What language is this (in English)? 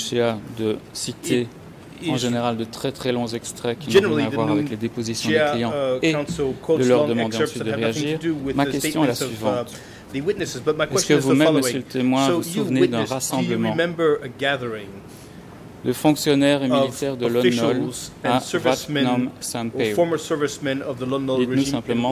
French